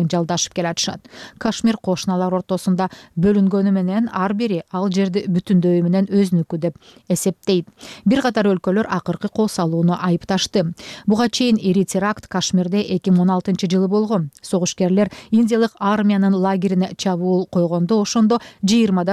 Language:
Kyrgyz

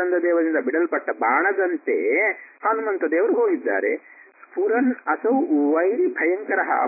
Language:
Kannada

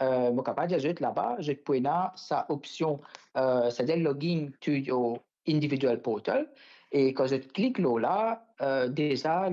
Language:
Morisyen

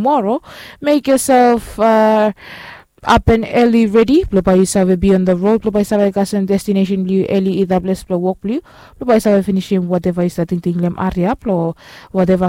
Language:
Bislama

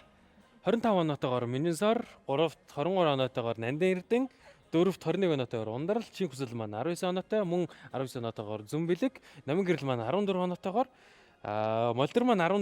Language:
Mongolian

